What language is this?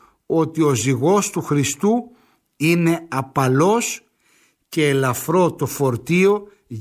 Greek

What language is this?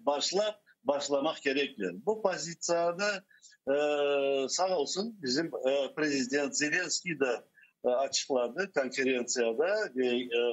Crimean Tatar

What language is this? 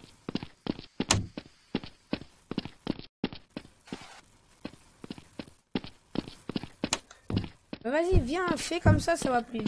French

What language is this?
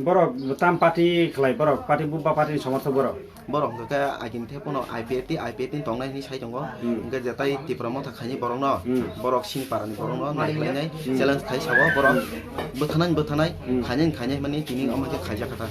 Kok Borok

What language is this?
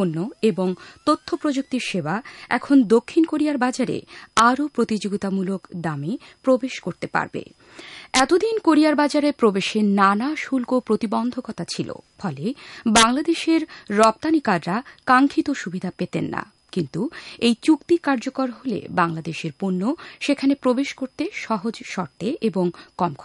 Bangla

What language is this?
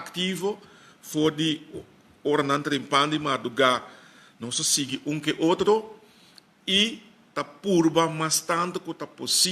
Papiamento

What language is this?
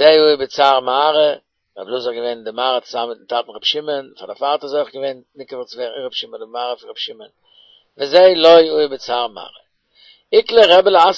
Yiddish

